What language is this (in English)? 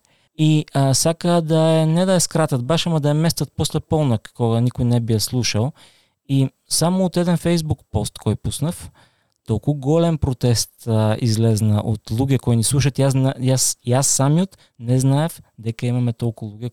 Macedonian